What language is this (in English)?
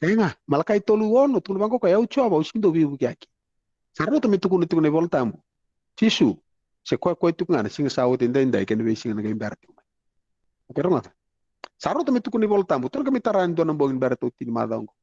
Fijian